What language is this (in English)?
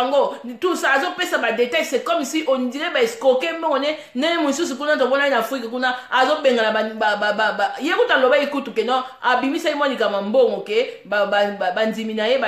Lingala